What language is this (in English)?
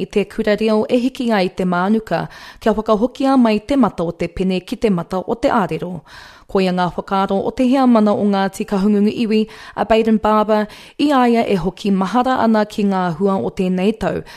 Māori